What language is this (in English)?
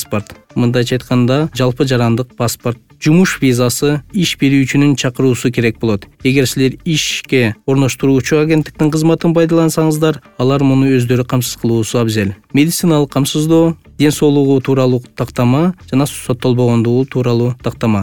Kyrgyz